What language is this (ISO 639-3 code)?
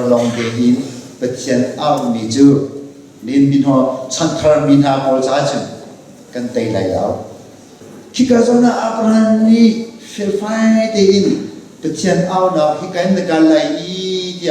cnh